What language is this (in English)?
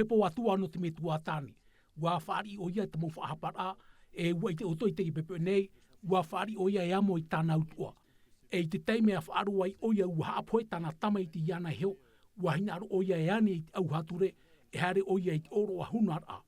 Tahitian